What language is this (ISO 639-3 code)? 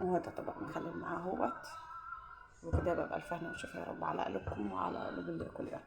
arz